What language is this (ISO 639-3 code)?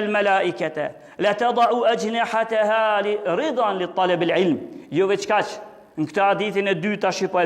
sqi